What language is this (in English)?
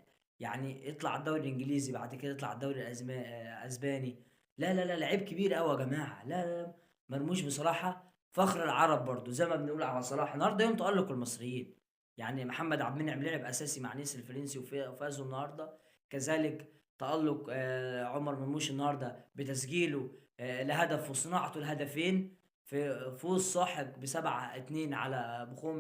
Egyptian Arabic